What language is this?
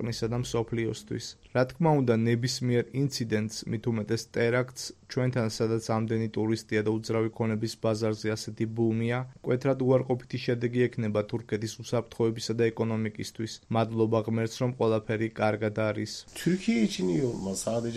Georgian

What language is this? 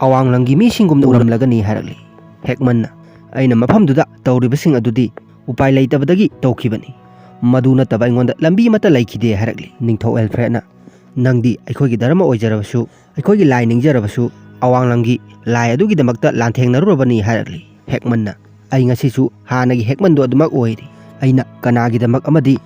Manipuri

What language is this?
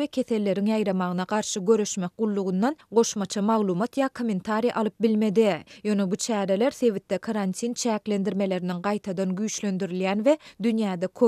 Turkmen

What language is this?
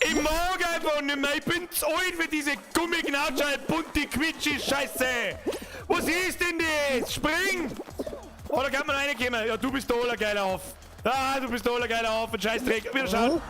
Bavarian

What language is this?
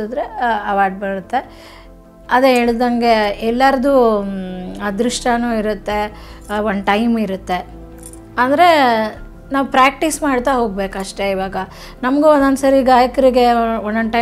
Kannada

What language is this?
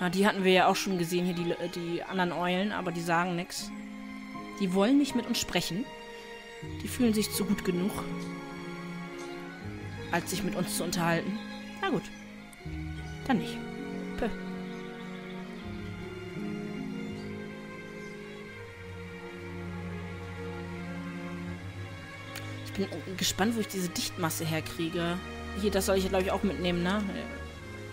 German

